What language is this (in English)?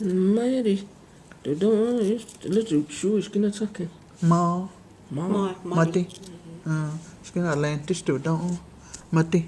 Cherokee